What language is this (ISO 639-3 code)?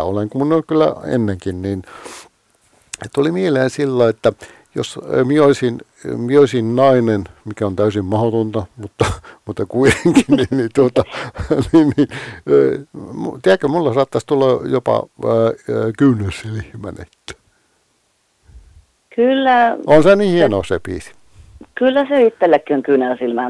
fin